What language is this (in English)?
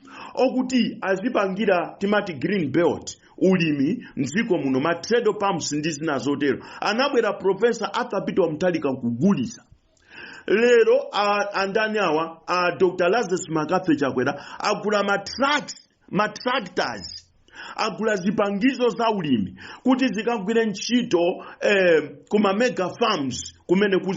Nyanja